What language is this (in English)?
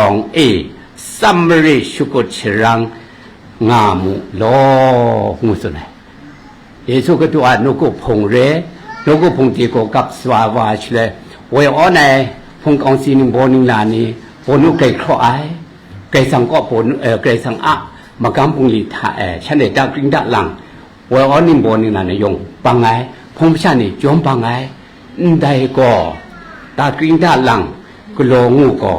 Kachin